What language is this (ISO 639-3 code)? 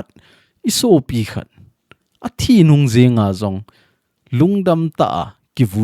tcz